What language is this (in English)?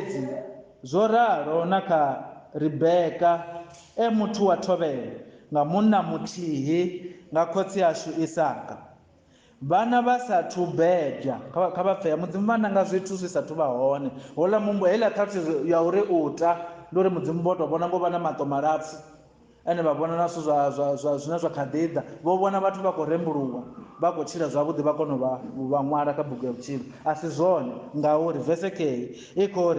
Venda